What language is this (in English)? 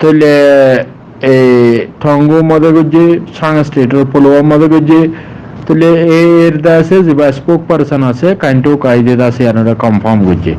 Rohingya